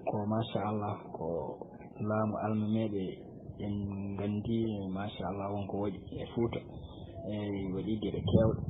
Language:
Fula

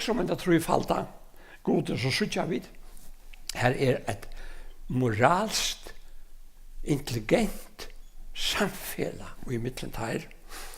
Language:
Faroese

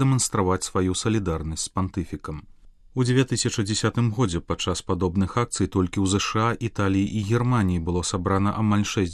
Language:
Belarusian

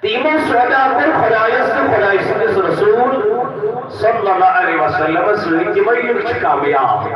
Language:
Kashmiri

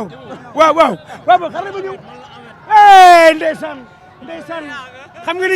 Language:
Wolof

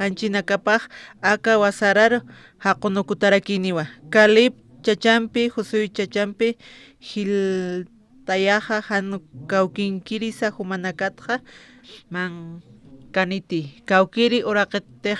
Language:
Aymara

